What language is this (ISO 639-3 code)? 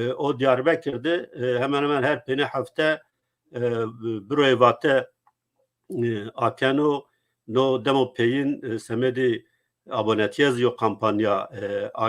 zza